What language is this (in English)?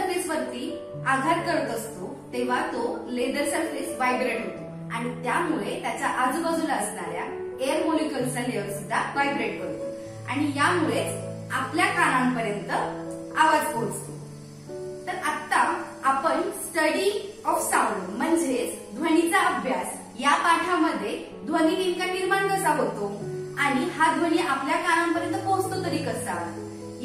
Marathi